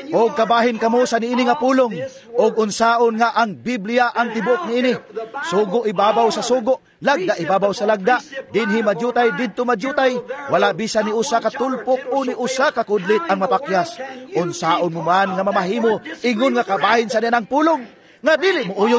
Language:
Cebuano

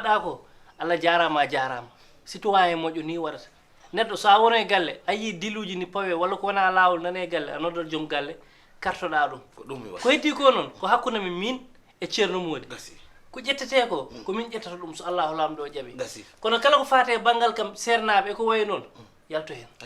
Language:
Fula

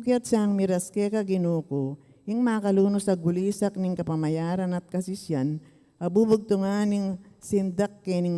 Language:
Pampanga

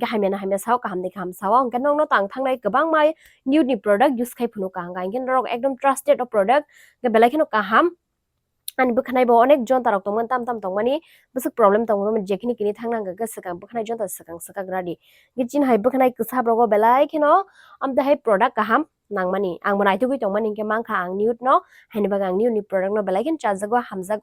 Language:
Kok Borok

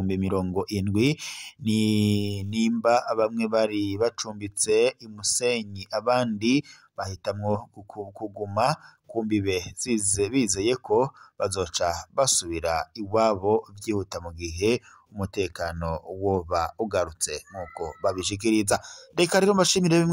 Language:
Rundi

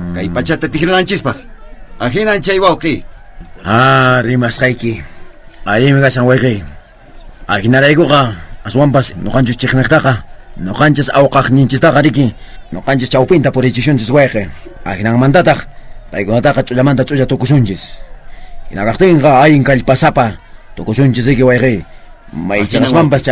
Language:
Quechua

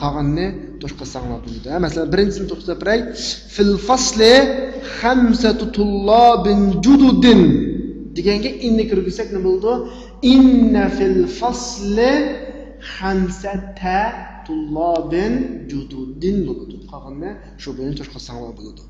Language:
Uyghur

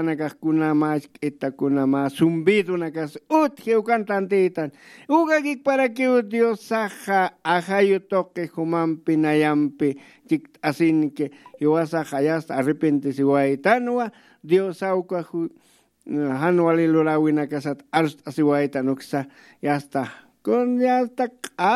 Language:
Aymara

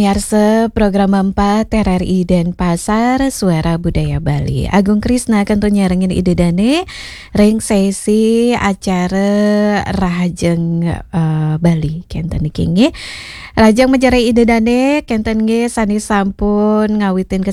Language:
Balinese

